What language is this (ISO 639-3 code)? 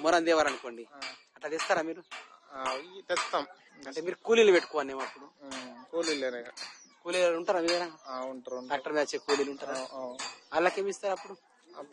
tel